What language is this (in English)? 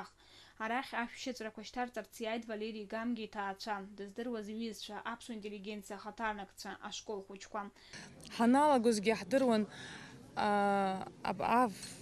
Abkhazian